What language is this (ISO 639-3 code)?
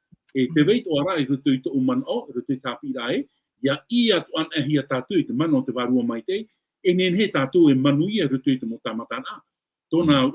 tah